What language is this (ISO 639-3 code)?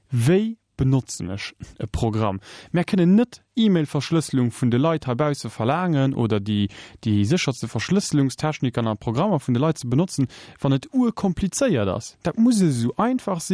ltz